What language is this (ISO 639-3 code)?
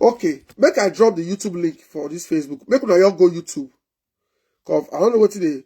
pcm